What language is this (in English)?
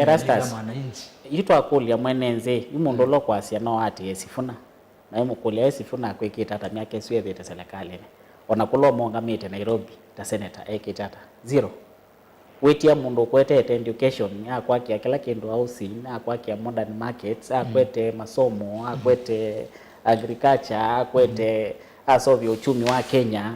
Kamba